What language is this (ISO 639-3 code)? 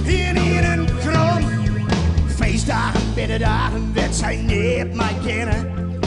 fry